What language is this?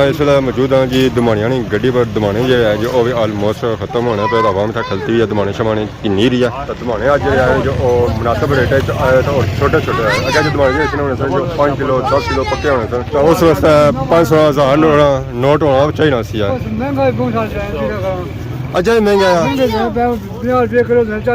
Pahari-Potwari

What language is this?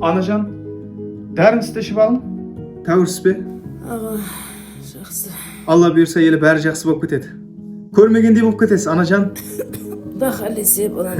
Kara-Kalpak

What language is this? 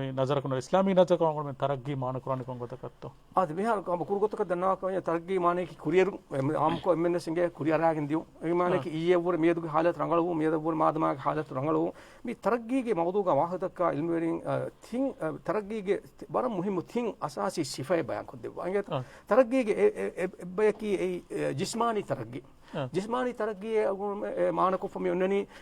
Divehi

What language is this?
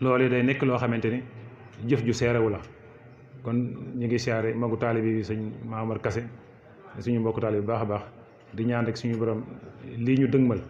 Wolof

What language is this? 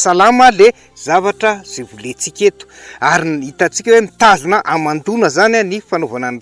Malagasy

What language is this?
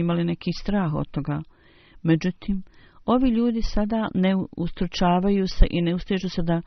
Bosnian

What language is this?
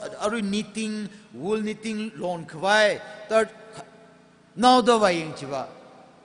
Tangkhul Naga (India)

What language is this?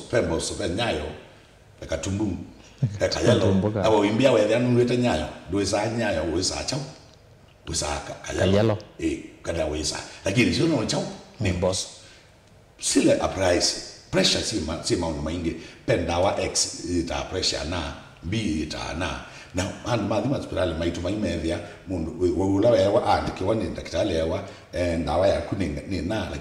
Kamba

